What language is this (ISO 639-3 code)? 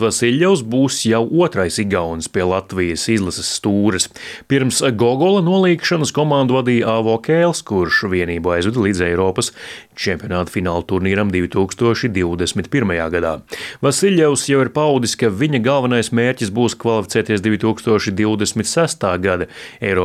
lav